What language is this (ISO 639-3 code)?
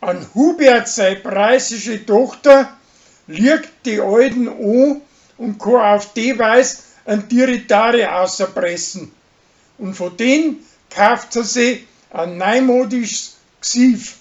bar